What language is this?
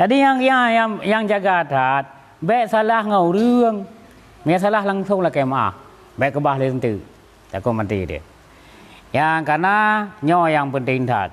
Achinese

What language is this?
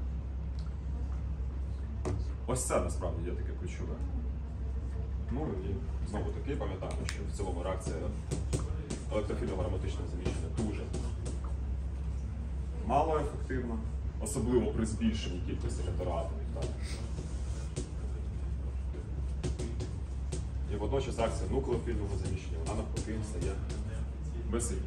Ukrainian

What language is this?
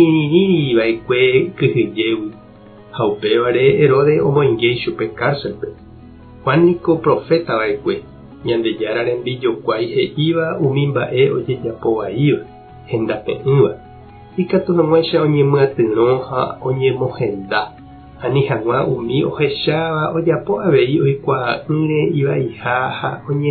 Guarani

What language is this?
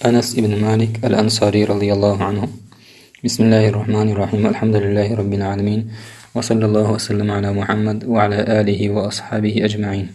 Chechen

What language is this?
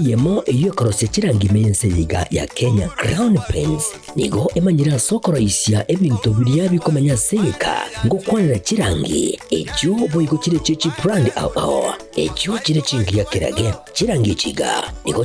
Gusii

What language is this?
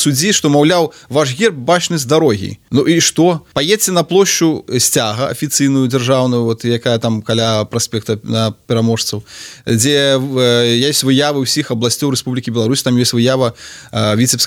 Belarusian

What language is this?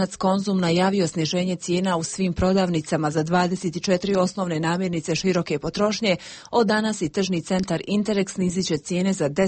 Bosnian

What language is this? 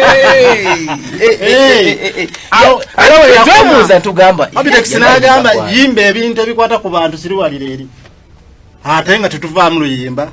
Ganda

